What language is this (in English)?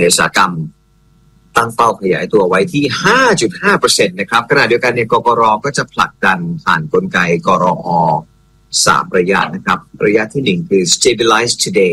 Thai